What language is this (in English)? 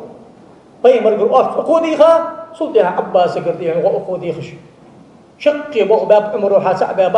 Ingush